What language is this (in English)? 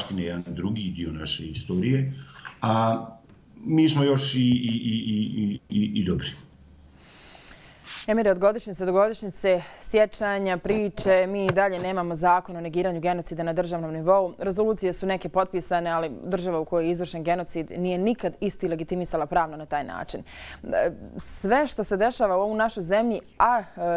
Bosnian